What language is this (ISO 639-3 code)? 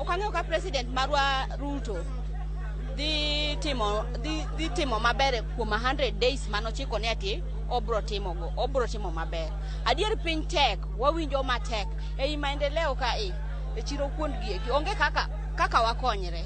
luo